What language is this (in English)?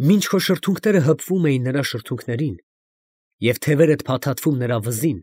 Armenian